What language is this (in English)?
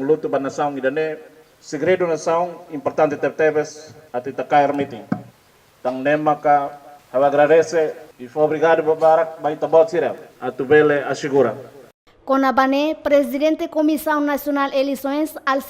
Tetum